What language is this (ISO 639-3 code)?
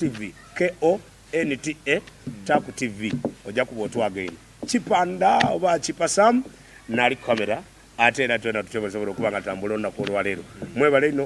xog